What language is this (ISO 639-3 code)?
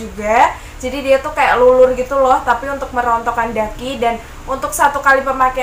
ind